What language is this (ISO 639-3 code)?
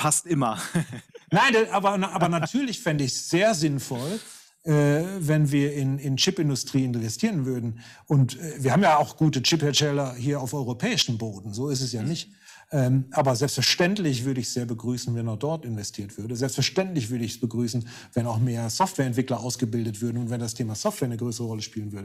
deu